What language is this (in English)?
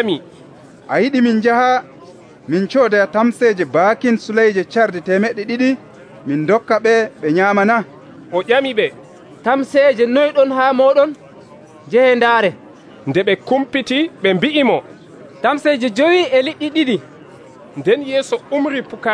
Nigerian Fulfulde